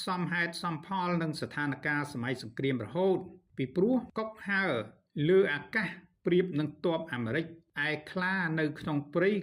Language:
Khmer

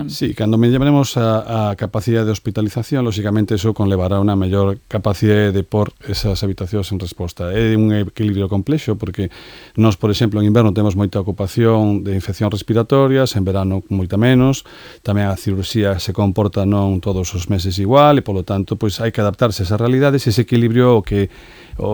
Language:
Galician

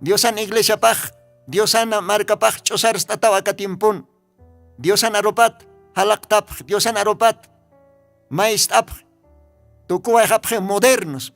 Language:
Aymara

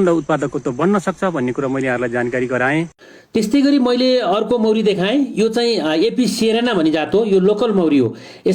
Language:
Nepali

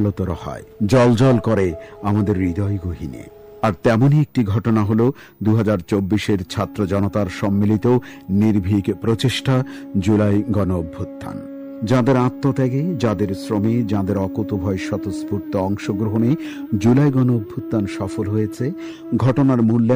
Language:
Bangla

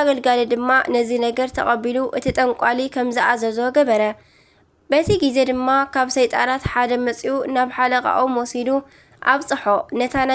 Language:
Tigrinya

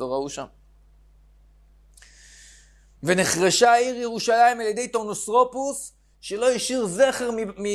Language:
Hebrew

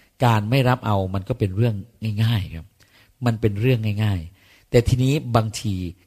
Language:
Thai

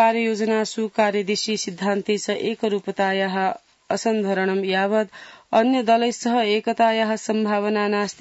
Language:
Sanskrit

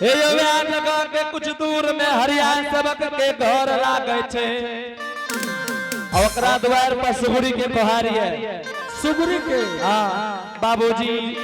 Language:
Angika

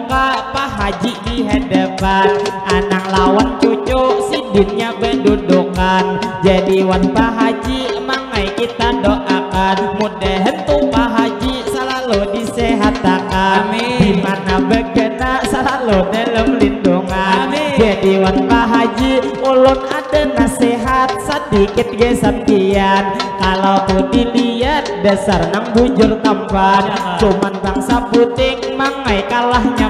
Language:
Banjar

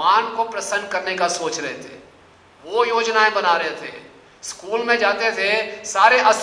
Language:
Hindi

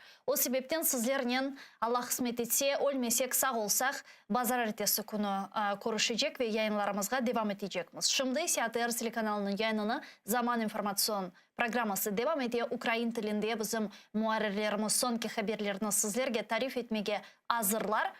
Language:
Crimean Tatar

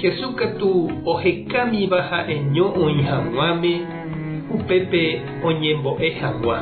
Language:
Guarani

